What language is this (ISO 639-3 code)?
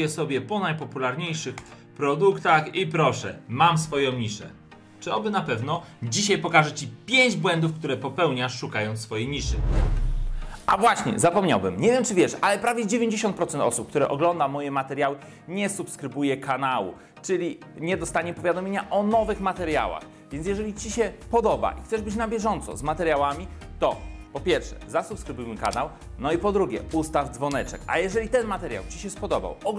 pol